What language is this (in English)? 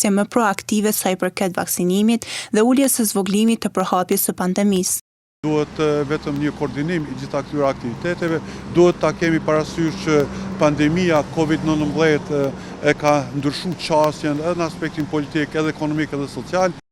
Albanian